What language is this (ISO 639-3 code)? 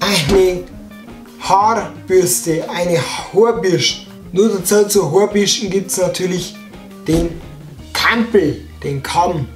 bar